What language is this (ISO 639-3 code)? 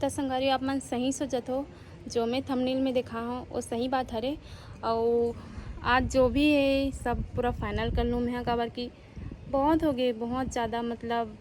hne